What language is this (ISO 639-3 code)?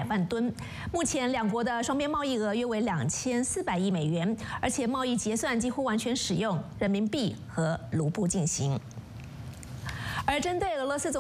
zho